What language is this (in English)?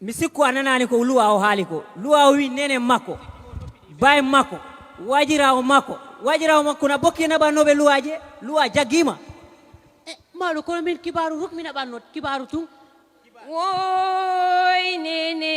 Fula